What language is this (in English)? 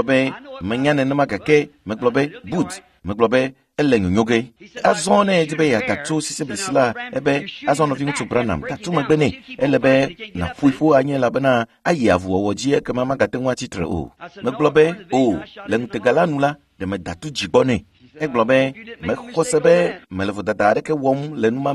Ewe